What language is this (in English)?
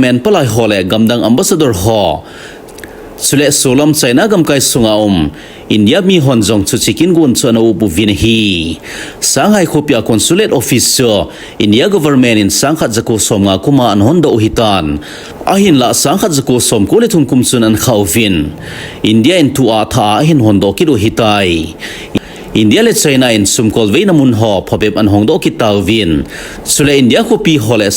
Thado Chin